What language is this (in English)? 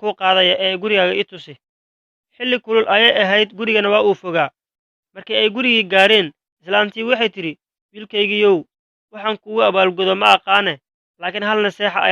Somali